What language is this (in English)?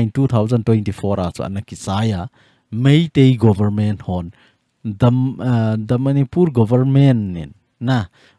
Thado Chin